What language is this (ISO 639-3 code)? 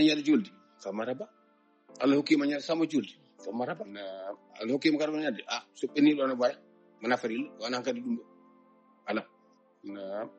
ful